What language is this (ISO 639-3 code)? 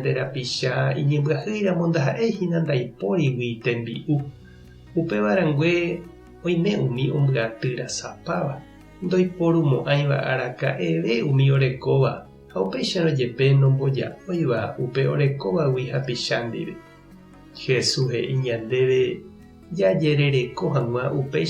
grn